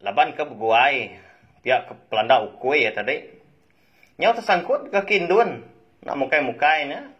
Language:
Iban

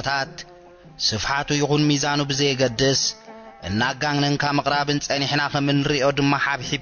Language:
Tigrinya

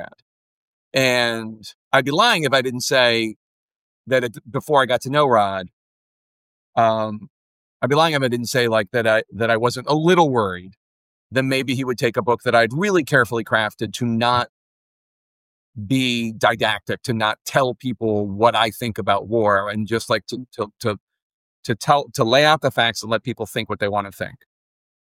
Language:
English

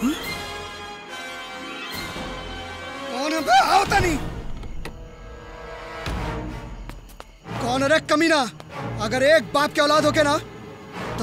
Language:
Bhojpuri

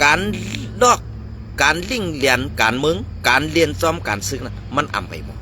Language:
Shan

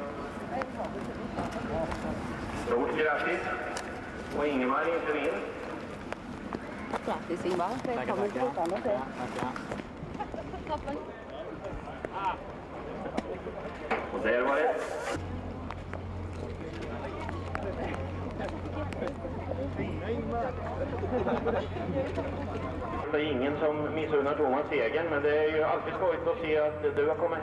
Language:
Swedish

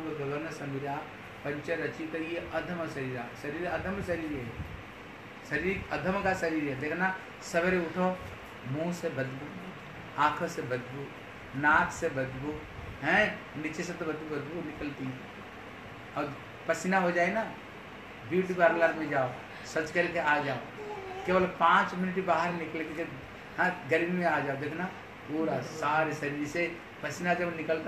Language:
Hindi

